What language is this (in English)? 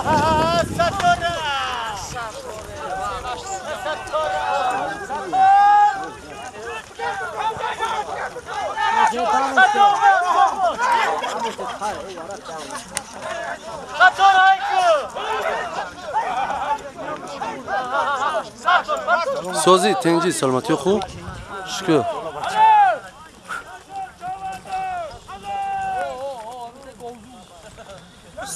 Persian